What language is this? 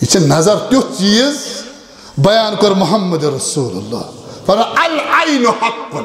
Kashmiri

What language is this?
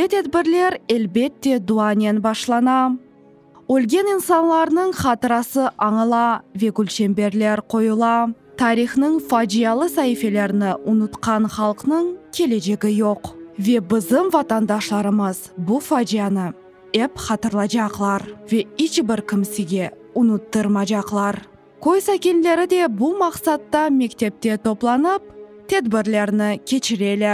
Crimean Tatar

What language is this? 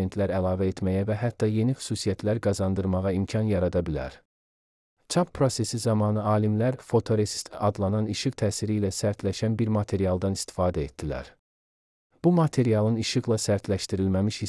Azerbaijani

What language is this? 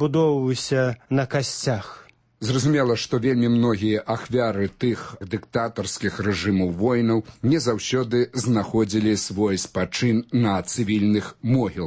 Belarusian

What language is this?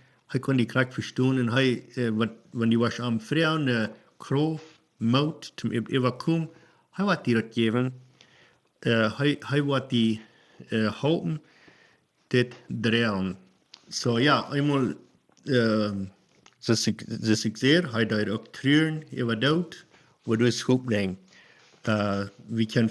Plautdietsch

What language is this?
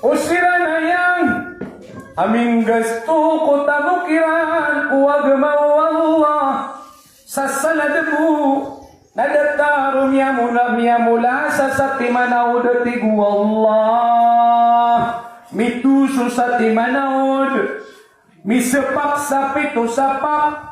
Maranao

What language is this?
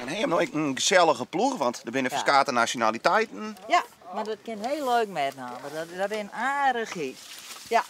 Western Frisian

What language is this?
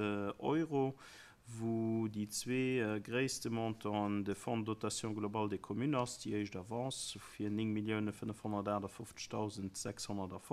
Luxembourgish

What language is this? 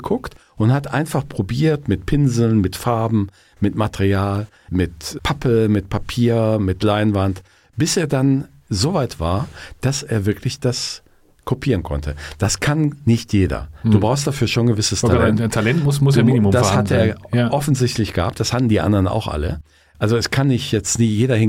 German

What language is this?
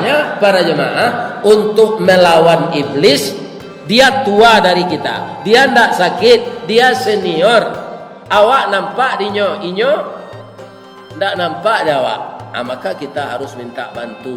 Minangkabau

